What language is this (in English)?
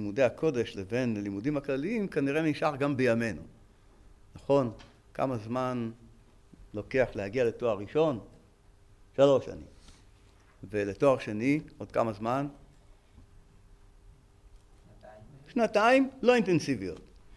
Hebrew